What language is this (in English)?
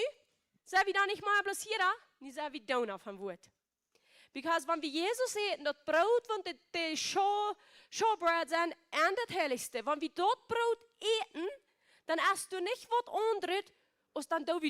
Plautdietsch